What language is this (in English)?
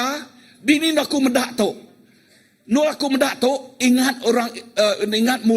Iban